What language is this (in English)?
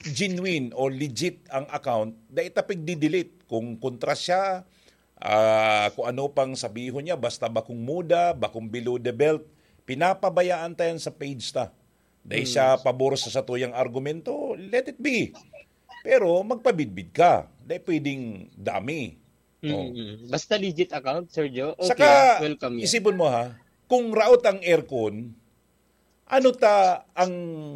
Bikol